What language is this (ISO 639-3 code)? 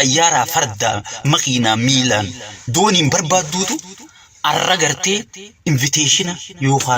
orm